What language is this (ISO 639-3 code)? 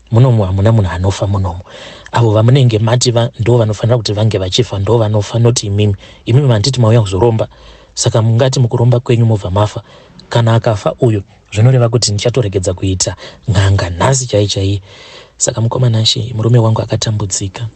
sna